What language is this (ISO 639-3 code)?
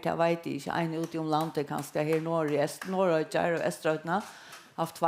fao